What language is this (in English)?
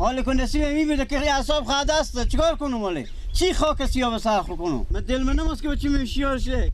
Persian